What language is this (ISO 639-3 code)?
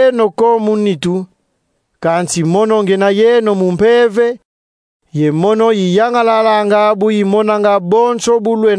kon